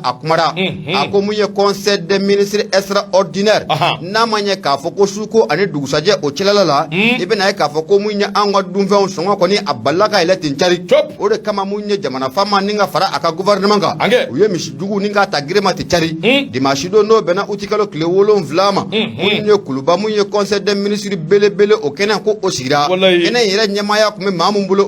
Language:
Bambara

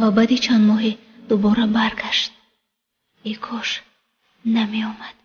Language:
Tajik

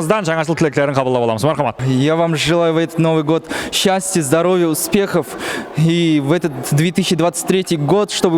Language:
Kara-Kalpak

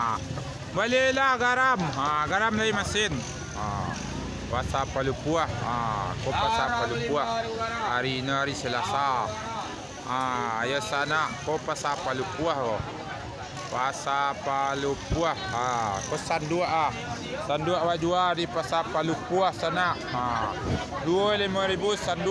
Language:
Minangkabau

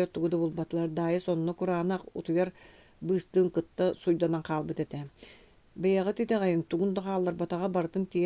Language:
Yakut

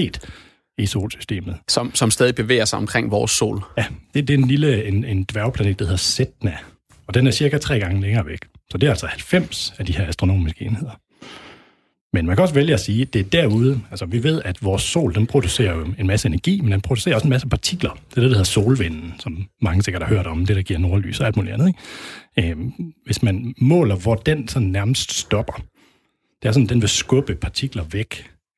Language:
Danish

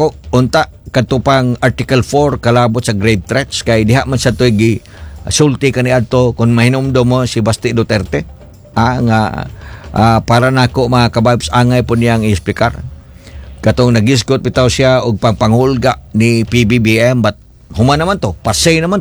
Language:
Cebuano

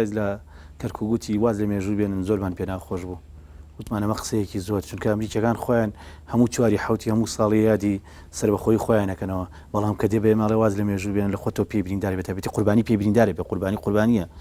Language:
Central Kurdish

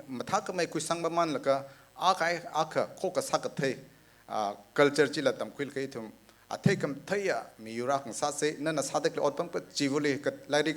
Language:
Tangkhul Naga (India)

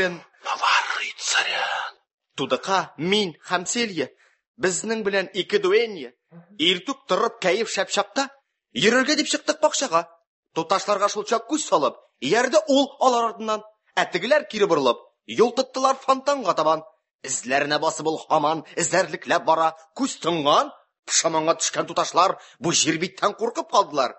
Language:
Tatar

